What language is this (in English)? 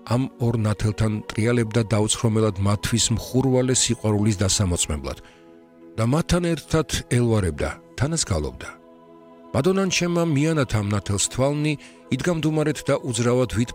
Georgian